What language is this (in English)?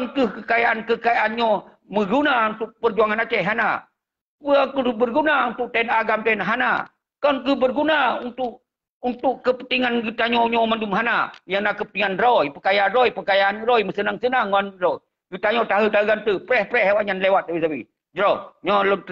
Achinese